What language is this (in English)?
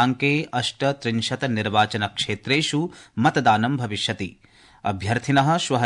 Sanskrit